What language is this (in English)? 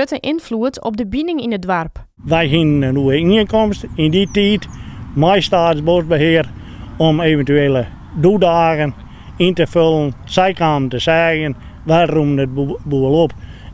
Western Frisian